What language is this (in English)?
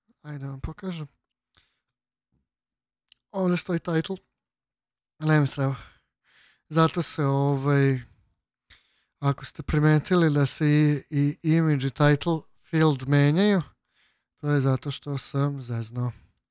Serbian